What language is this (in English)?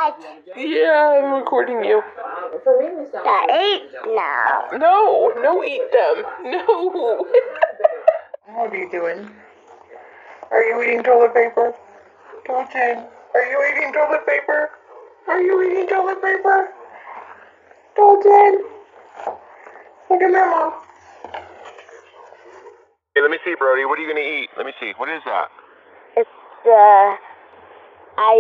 English